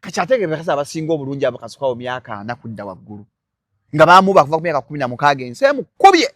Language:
Ganda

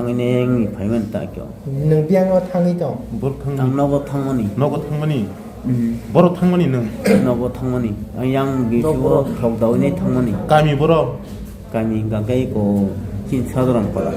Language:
Kok Borok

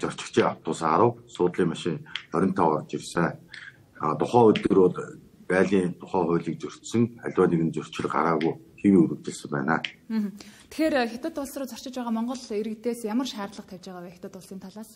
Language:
Mongolian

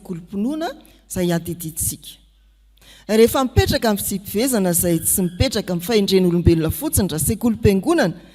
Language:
Malagasy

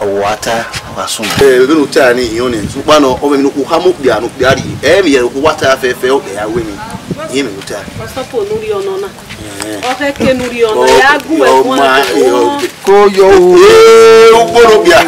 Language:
Bini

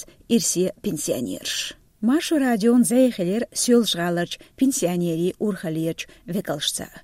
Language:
Chechen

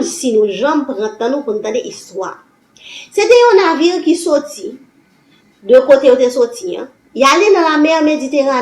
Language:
Haitian Creole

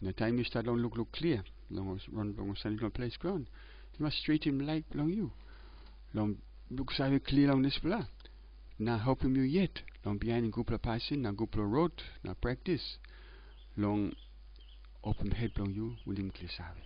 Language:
Tok Pisin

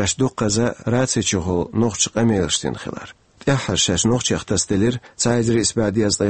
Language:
Chechen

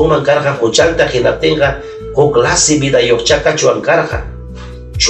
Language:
Ayacucho Quechua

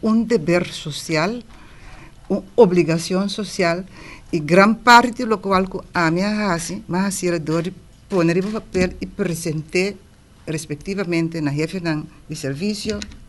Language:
Papiamento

